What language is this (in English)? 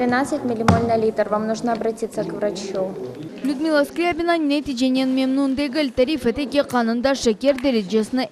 Crimean Tatar